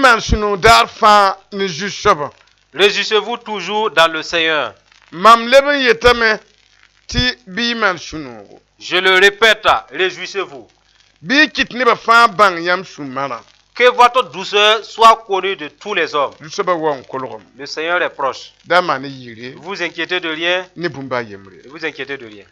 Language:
Mossi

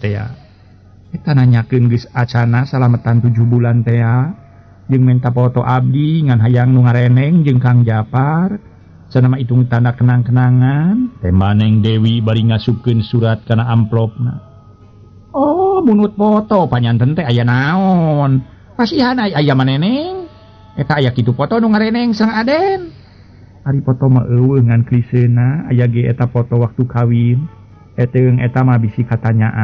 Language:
Sundanese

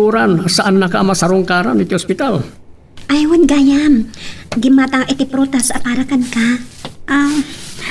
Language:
Iloko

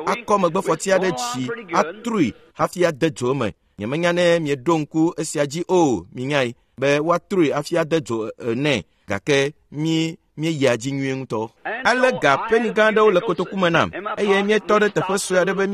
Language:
Ewe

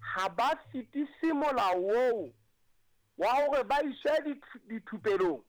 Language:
Southern Sotho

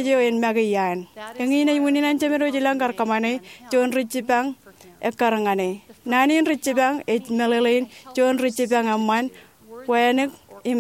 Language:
Marshallese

